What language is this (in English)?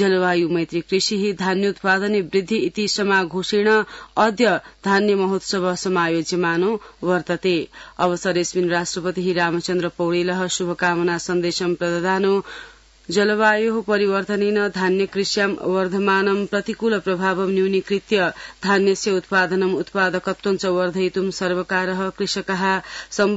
Sanskrit